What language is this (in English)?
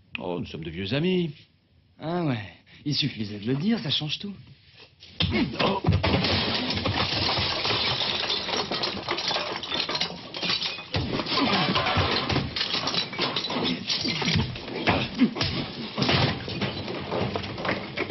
French